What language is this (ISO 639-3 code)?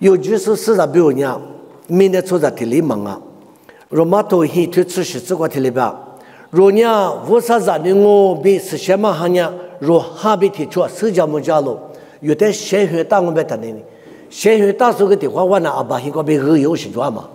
lis